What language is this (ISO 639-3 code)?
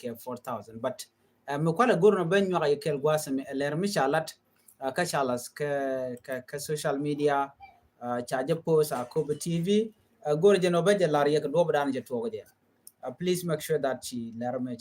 nus